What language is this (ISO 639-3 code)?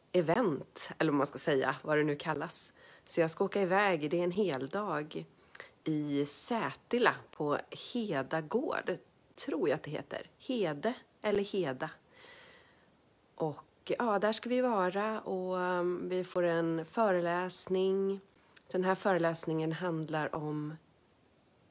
swe